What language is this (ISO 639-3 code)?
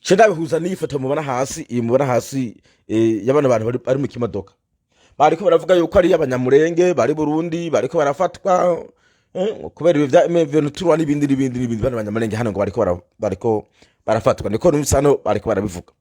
run